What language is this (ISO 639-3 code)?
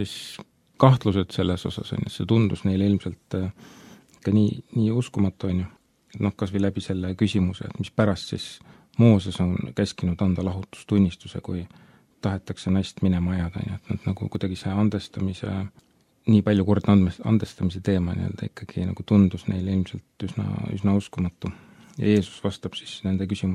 est